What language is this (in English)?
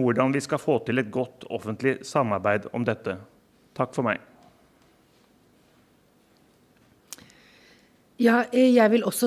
Norwegian